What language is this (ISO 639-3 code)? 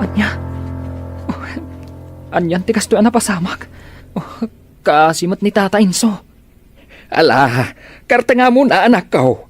ilo